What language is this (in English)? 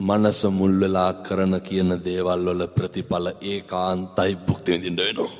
Sinhala